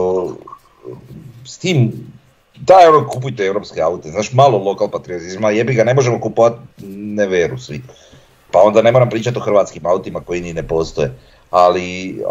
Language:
Croatian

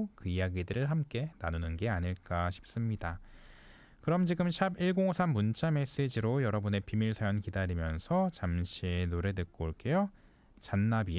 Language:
Korean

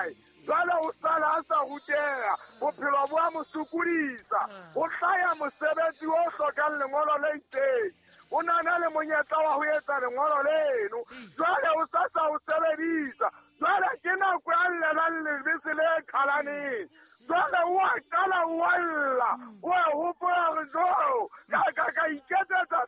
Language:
Southern Sotho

